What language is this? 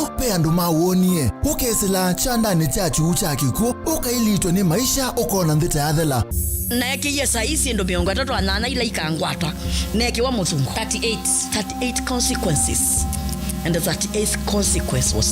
Kamba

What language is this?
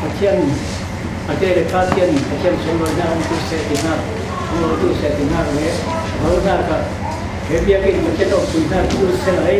Falam Chin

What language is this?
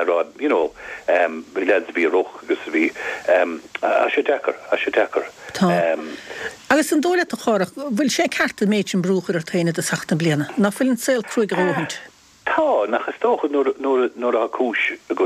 Irish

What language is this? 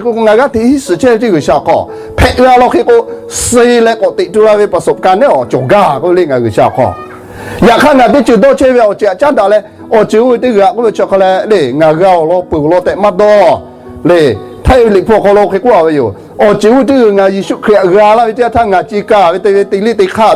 Lahu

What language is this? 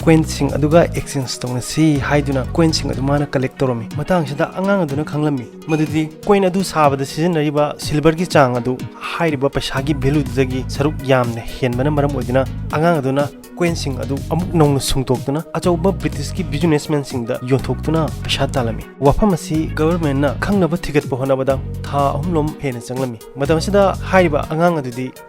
Manipuri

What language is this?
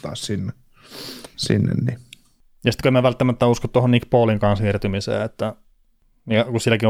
Finnish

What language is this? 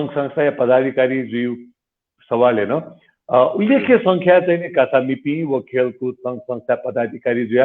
Newari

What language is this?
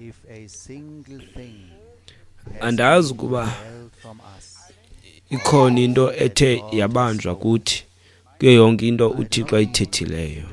Xhosa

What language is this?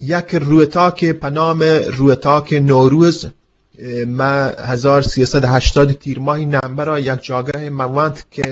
Eastern Balochi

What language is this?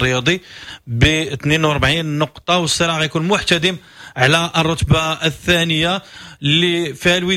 Moroccan Arabic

